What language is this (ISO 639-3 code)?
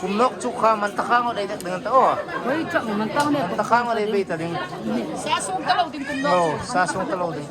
hmr